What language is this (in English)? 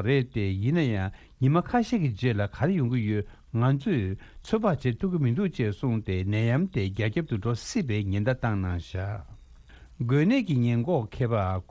Tibetan